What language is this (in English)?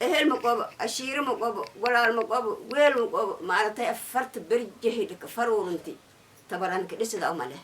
Somali